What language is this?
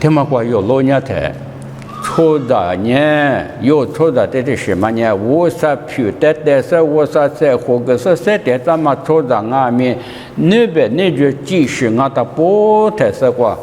Lisu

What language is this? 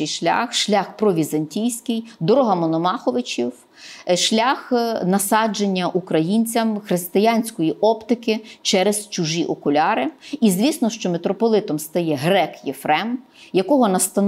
Ukrainian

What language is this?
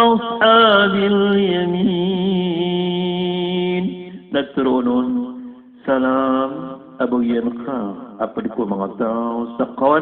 Maranao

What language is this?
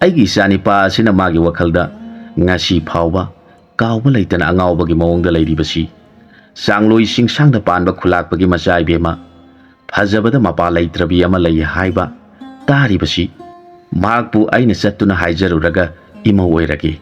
Manipuri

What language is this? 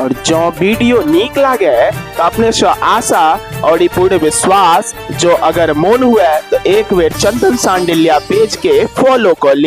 Maithili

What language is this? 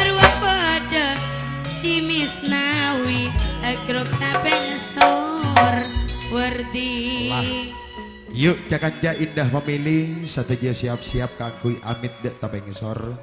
Madurese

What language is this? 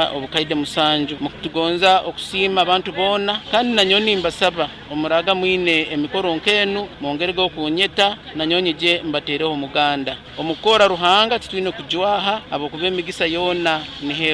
Nyoro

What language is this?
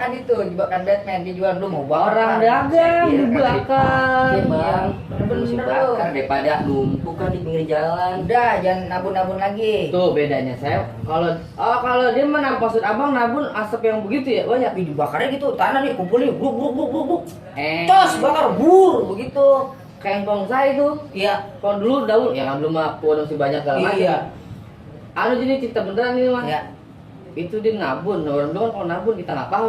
Betawi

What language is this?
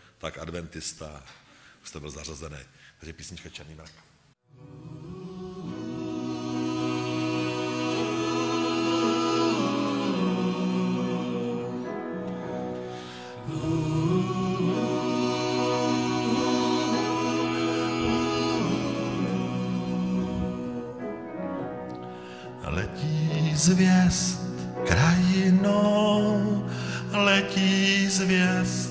Czech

